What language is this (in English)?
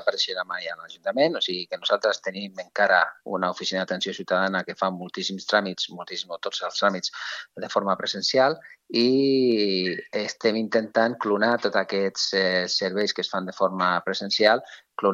Catalan